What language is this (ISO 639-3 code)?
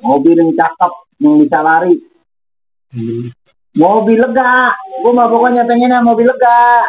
bew